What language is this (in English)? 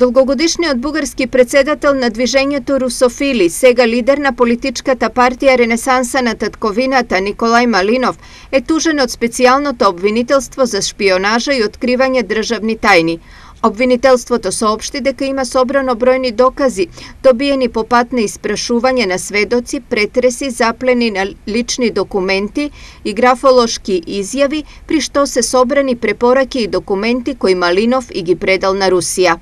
Macedonian